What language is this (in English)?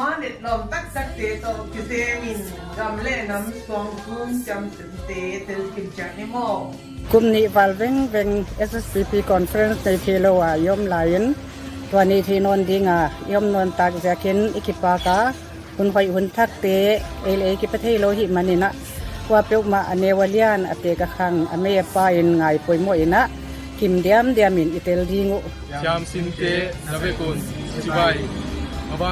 Paite Chin